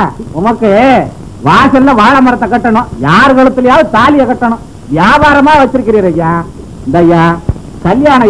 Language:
Tamil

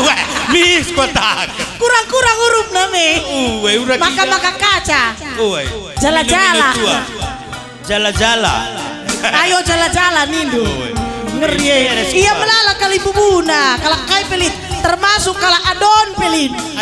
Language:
Batak Karo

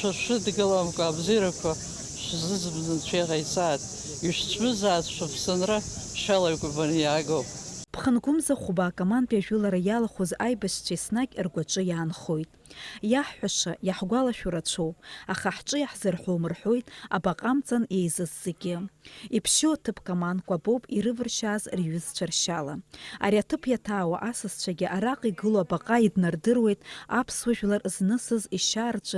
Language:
Abkhazian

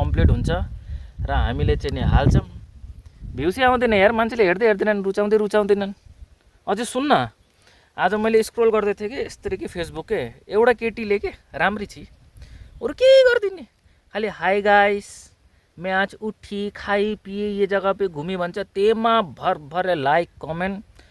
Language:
Nepali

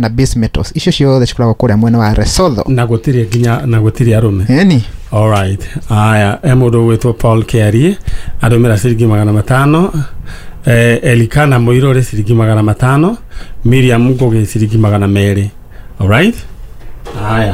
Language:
Kikuyu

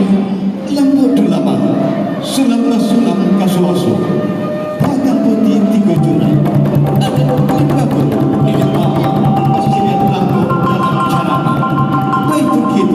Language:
Minangkabau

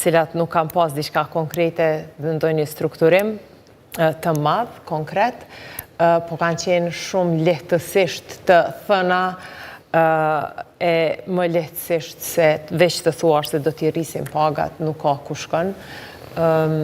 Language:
Albanian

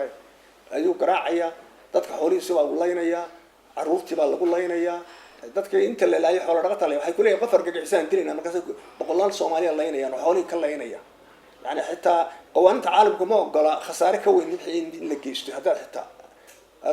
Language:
Somali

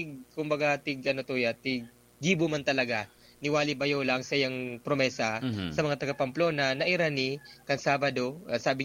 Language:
Bikol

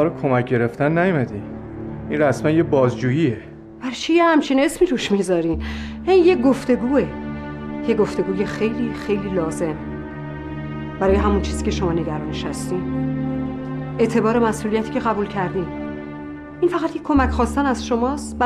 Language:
Persian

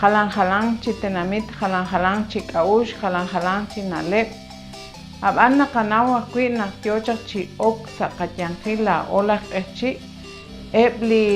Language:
Kekchí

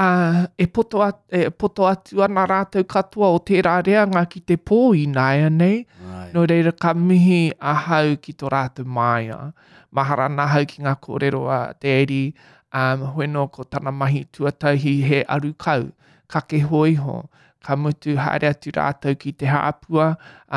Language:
Māori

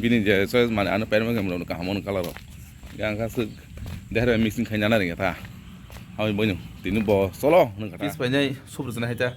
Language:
Kok Borok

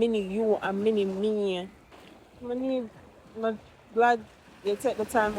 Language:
Jamaican Creole English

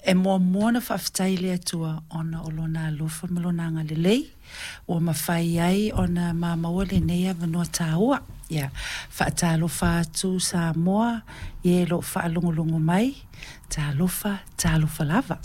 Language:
Samoan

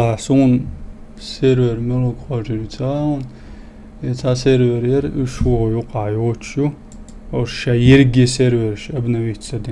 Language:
Chechen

